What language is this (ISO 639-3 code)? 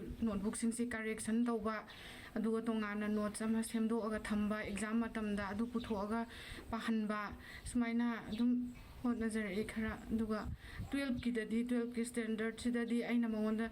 mni